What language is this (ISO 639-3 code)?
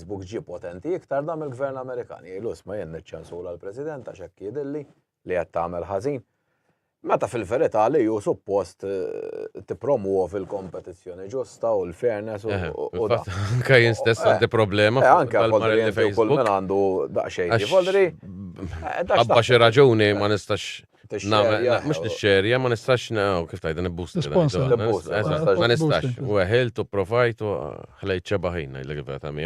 mlt